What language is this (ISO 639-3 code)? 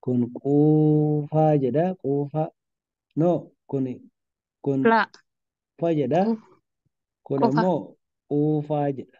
orm